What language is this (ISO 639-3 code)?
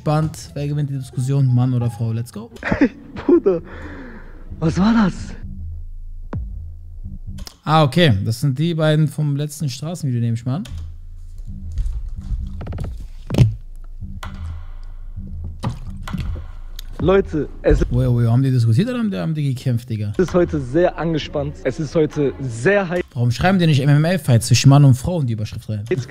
deu